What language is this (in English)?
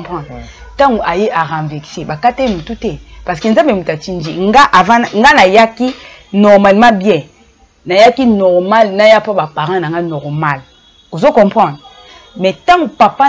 Lingala